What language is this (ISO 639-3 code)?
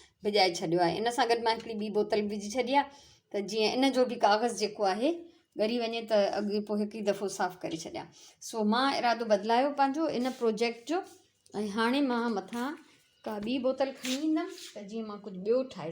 snd